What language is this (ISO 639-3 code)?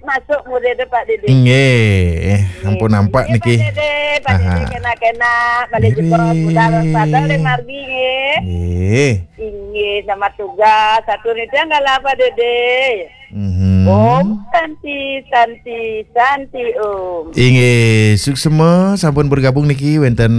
ban